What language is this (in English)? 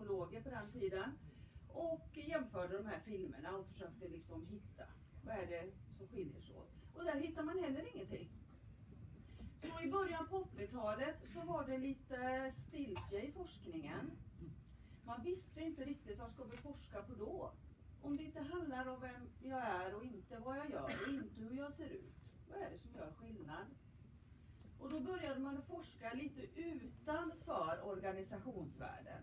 Swedish